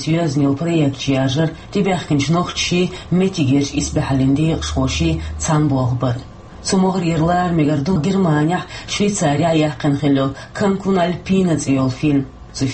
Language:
Chechen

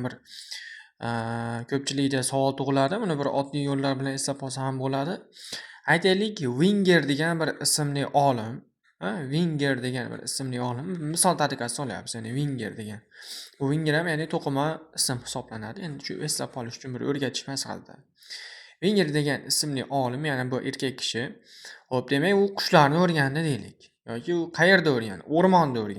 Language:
Uzbek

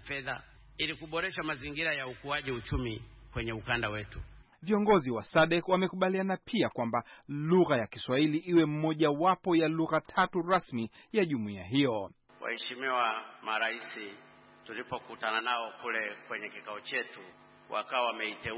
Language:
Swahili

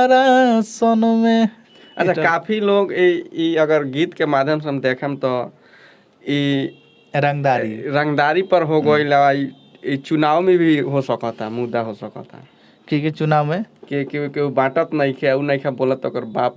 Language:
Bhojpuri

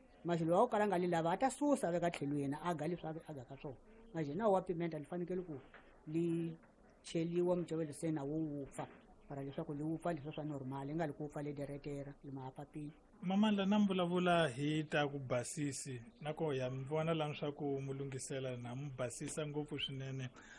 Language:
Tsonga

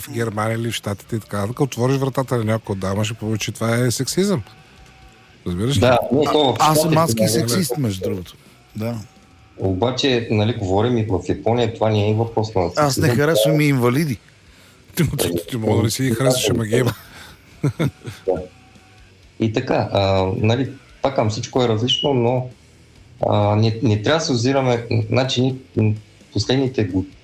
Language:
Bulgarian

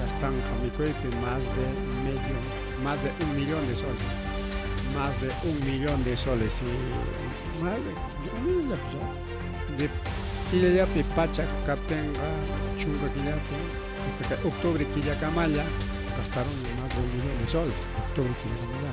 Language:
Ayacucho Quechua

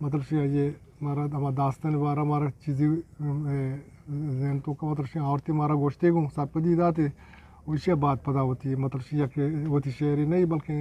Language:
Eastern Balochi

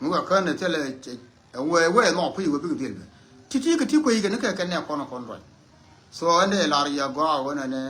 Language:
Nuer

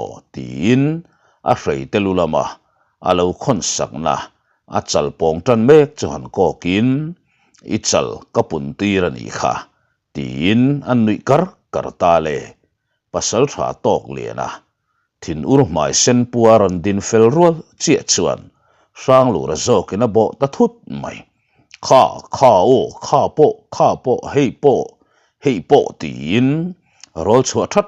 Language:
Mizo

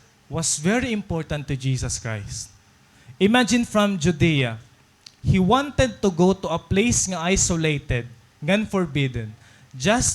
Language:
Waray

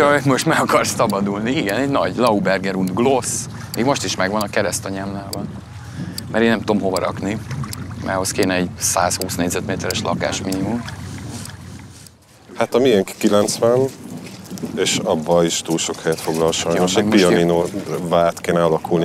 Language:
Hungarian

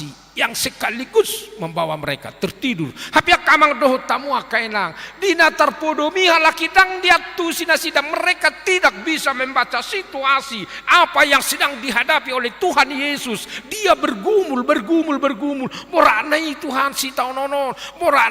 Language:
Batak Toba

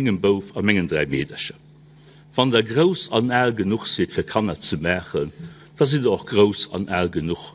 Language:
Luxembourgish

